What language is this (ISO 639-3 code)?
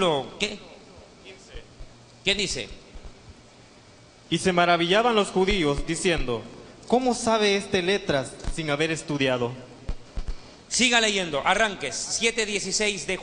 spa